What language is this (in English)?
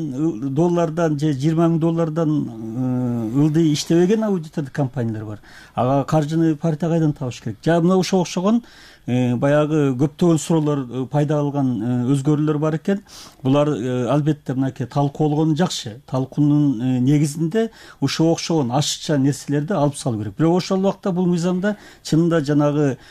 Kyrgyz